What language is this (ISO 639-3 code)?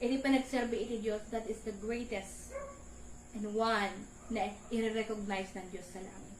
ilo